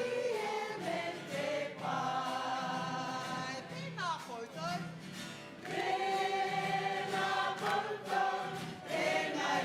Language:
Māori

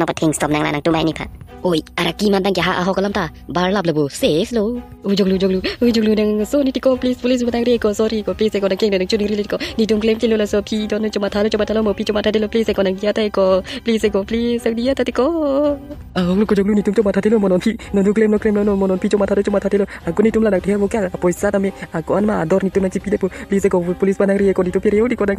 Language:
Karbi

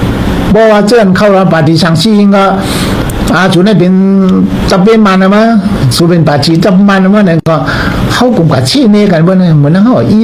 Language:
Shan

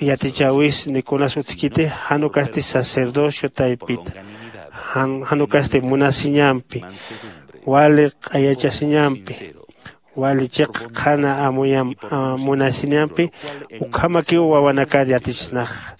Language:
Aymara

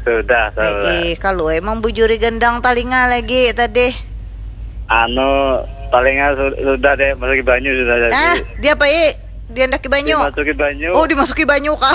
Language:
Banjar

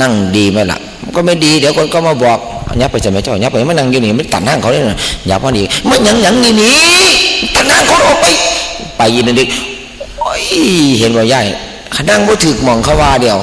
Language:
Northeastern Thai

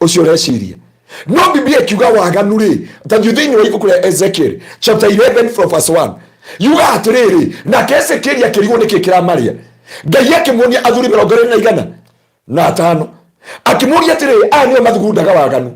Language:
Kikuyu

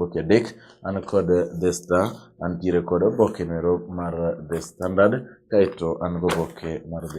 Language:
Luo (Kenya and Tanzania)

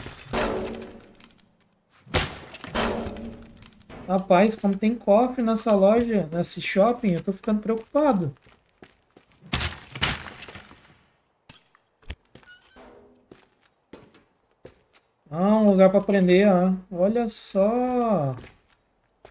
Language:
Portuguese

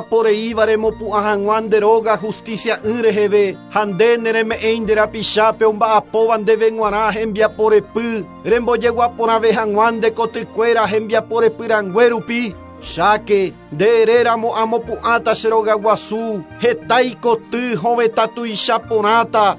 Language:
Guarani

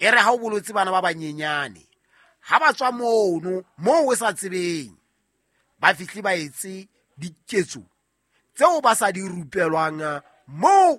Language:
Southern Sotho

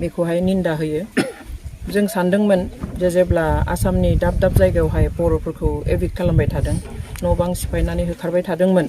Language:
Bodo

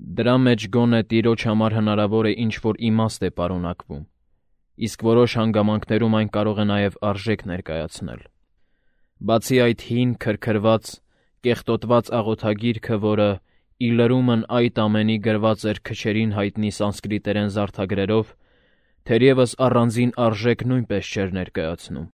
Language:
Armenian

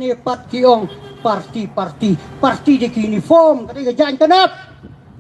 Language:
Khasi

